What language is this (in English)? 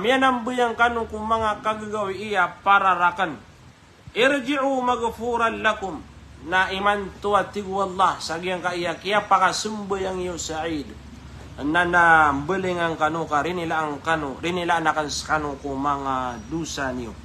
Maranao